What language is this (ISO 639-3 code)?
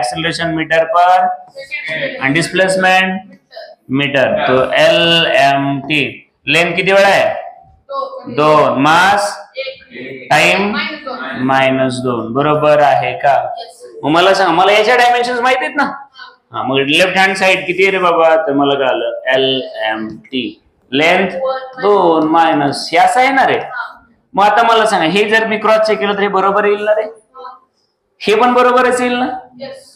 mar